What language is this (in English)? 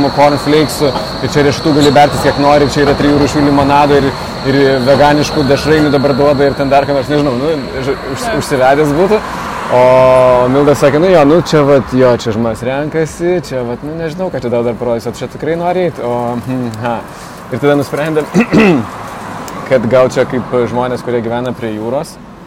Lithuanian